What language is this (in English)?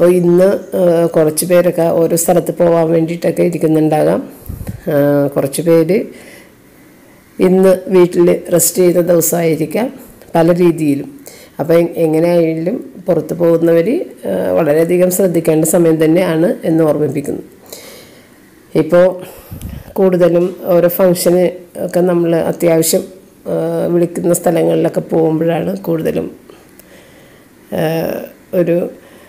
Malayalam